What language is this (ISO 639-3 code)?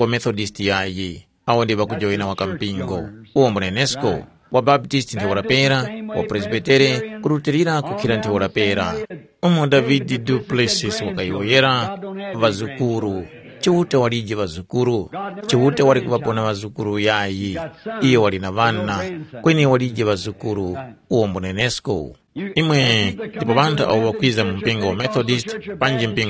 tum